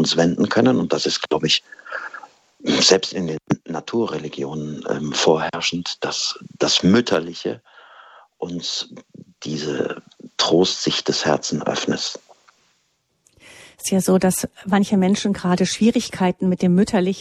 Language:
German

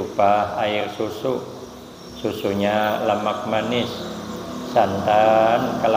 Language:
Banjar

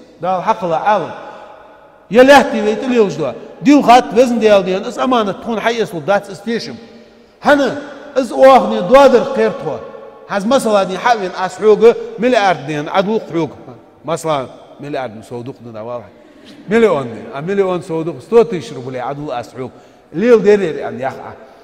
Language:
Ingush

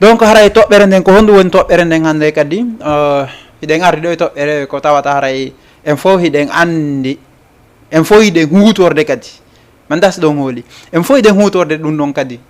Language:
Fula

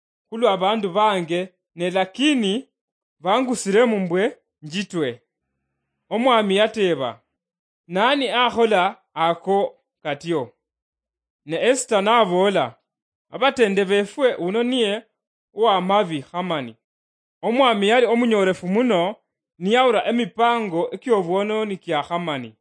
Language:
Luyia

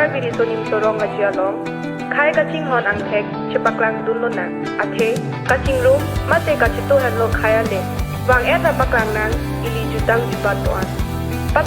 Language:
Karbi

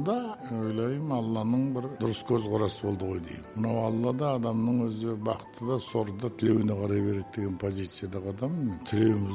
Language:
Kazakh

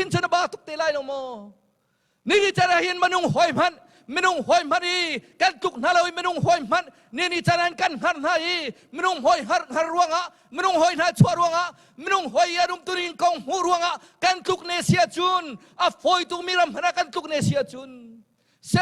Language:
Hakha Chin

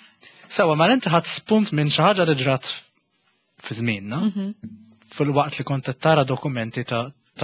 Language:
Maltese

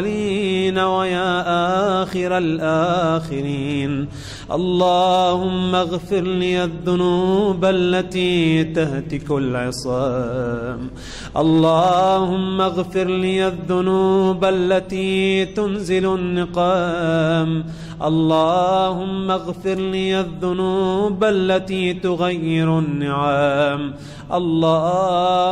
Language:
Arabic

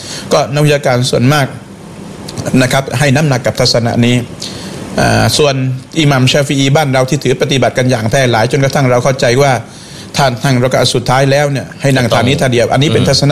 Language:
Thai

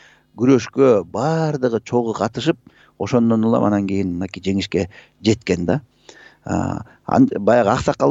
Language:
Kyrgyz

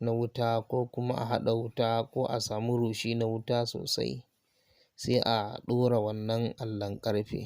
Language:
Hausa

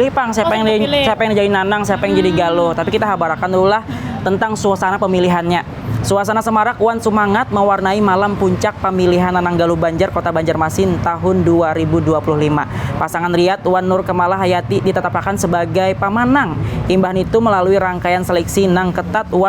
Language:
Banjar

